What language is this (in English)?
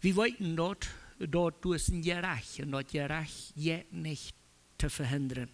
Plautdietsch